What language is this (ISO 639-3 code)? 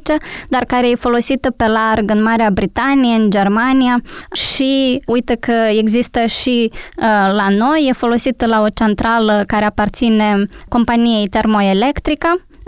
ron